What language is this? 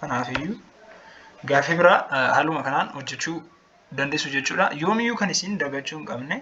Oromo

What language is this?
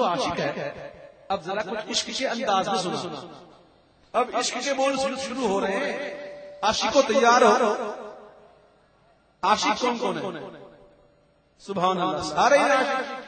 Urdu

